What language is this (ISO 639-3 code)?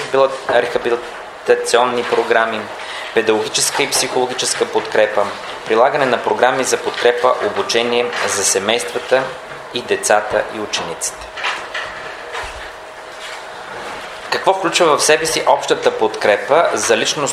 bul